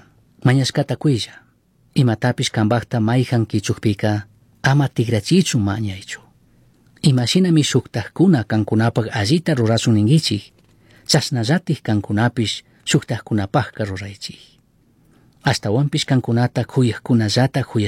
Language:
Chimborazo Highland Quichua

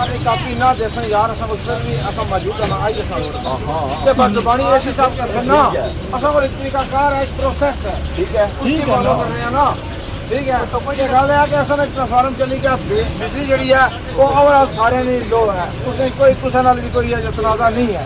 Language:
Pahari-Potwari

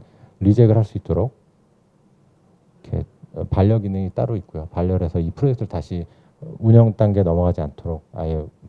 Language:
Korean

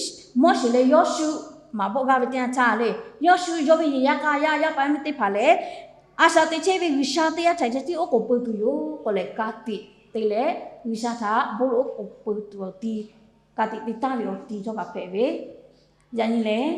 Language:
Lahu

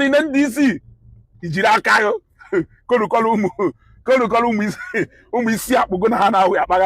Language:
Igbo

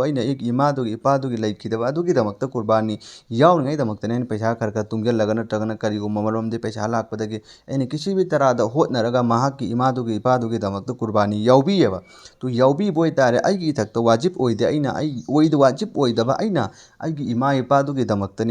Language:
Manipuri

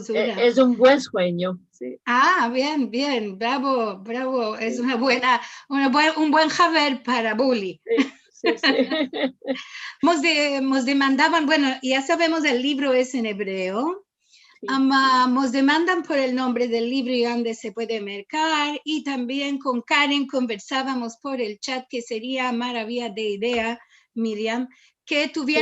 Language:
Ladino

